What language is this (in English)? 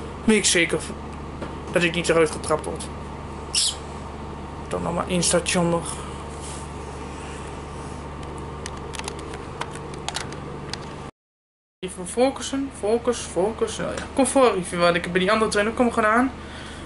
Dutch